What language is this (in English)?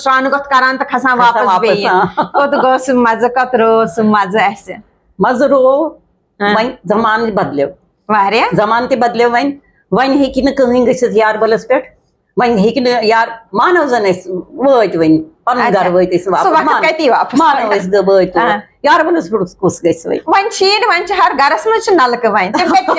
Kashmiri